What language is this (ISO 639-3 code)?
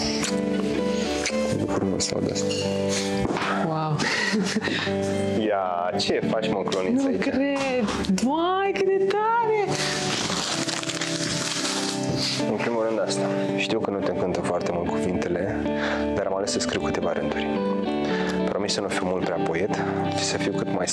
ron